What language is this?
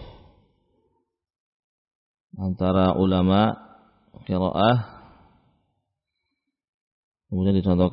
Indonesian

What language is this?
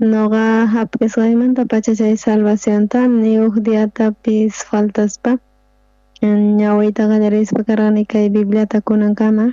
South Bolivian Quechua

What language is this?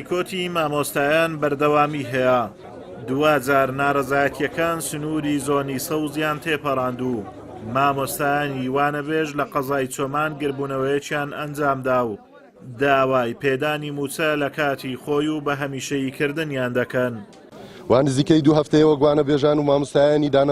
Central Kurdish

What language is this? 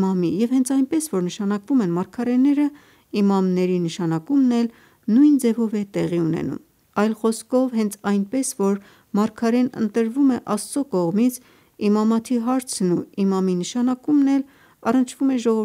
Armenian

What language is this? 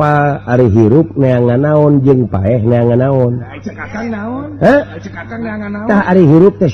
Sundanese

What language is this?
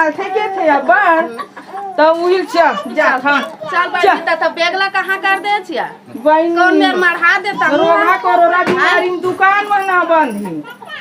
Chhattisgarhi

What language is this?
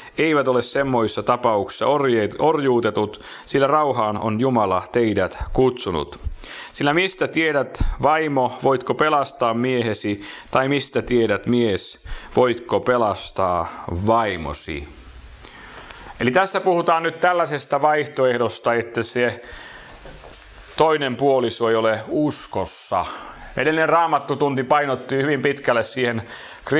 Finnish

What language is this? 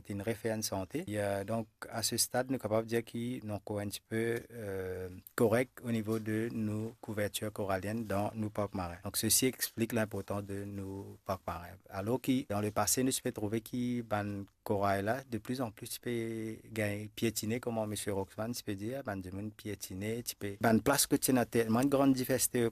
Morisyen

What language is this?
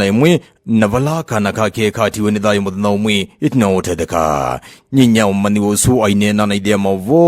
Kamba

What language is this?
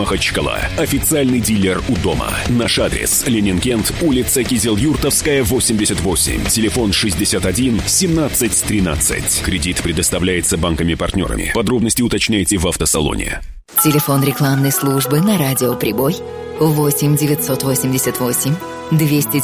Russian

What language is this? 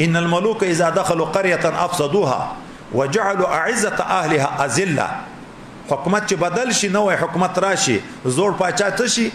Pashto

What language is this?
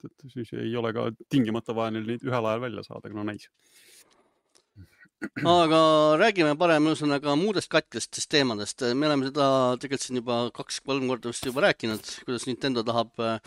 Estonian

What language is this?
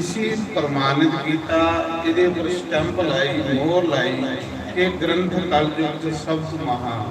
Dogri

